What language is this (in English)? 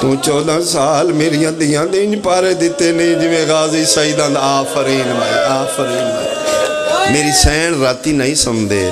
Pahari-Potwari